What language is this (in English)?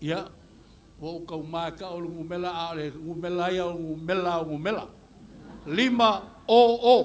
Samoan